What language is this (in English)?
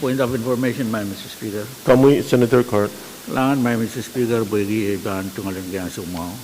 Pohnpeian